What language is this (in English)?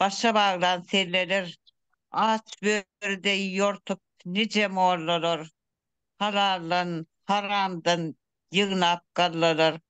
Turkmen